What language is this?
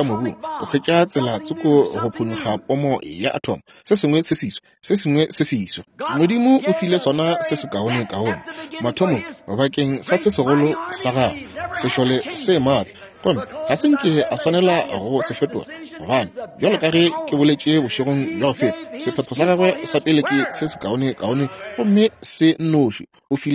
Northern Sotho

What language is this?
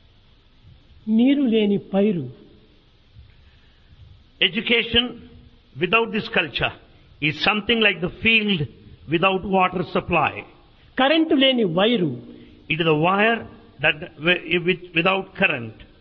Telugu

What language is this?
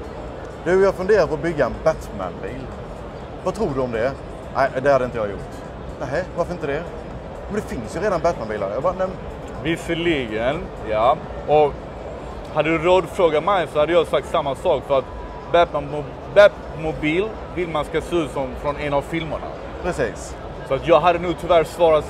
Swedish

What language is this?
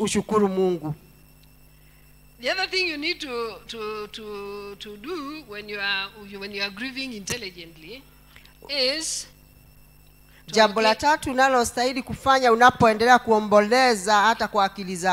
Swahili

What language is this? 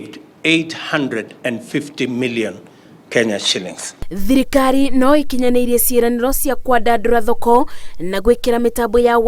Kikuyu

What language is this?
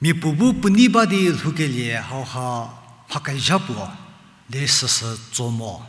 Angami Naga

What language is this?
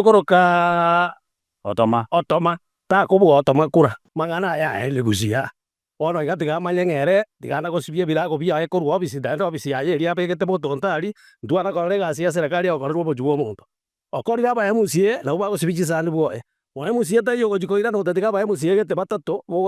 Gusii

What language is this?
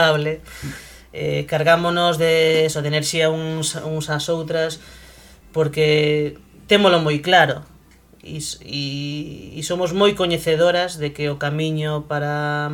Galician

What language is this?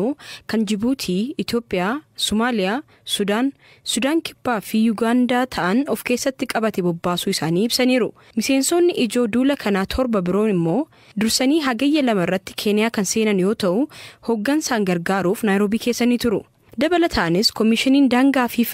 Oromo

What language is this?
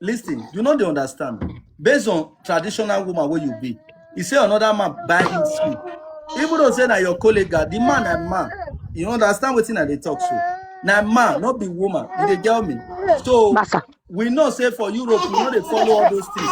Nigerian Pidgin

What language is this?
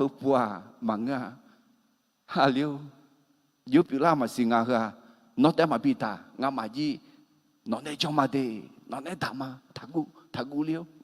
Akha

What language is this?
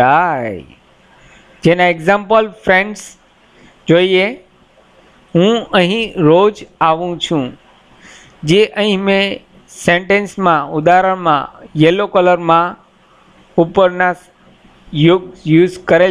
Gujarati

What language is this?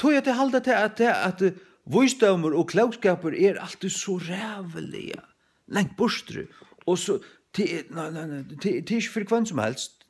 Faroese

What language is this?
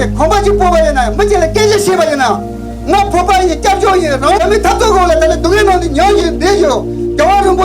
Tibetan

